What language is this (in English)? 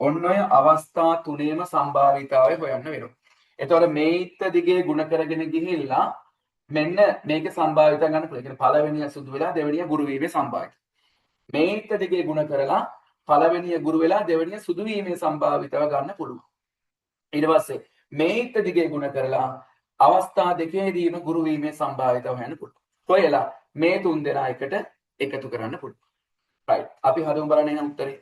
Sinhala